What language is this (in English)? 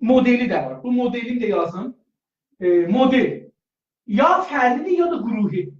South Azerbaijani